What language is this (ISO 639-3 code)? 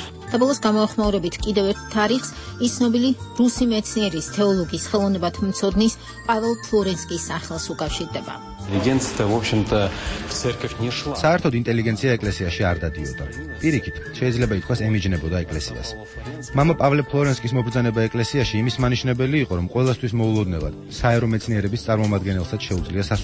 kat